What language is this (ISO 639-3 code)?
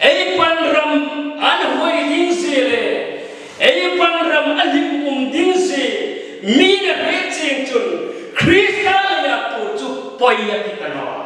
hmr